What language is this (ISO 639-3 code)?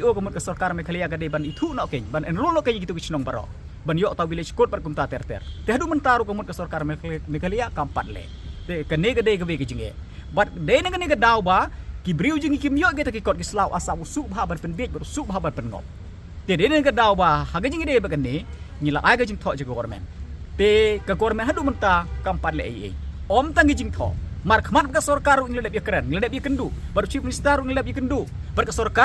kha